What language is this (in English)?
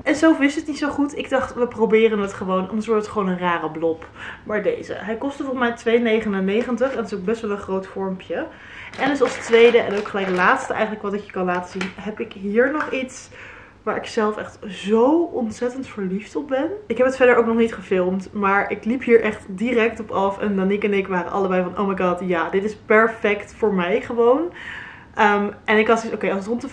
Dutch